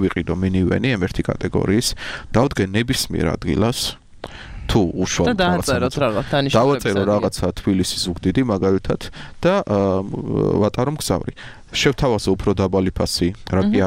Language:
Georgian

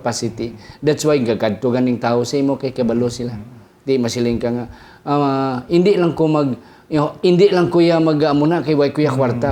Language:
Hiligaynon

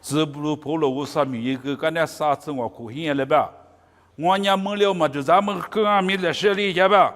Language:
Lisu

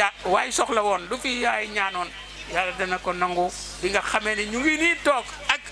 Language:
Wolof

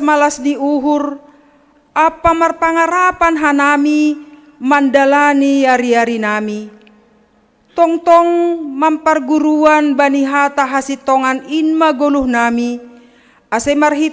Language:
Batak Simalungun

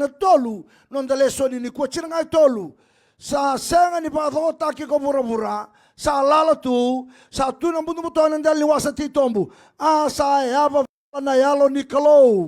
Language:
Fijian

